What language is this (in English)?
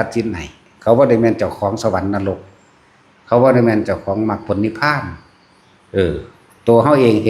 Northeastern Thai